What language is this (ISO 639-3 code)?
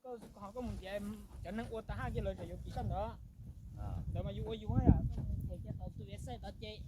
hmn